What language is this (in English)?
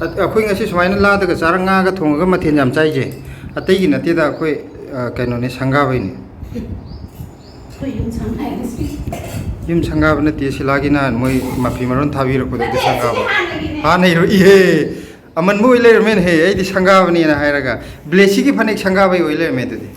Manipuri